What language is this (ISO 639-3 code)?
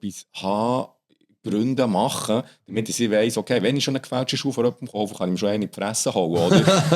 gsw